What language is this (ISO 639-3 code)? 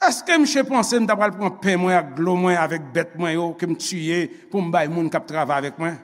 hat